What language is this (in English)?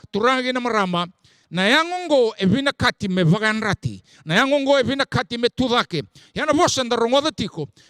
Fijian